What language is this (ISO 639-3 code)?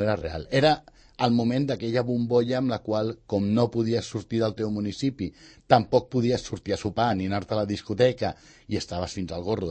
cat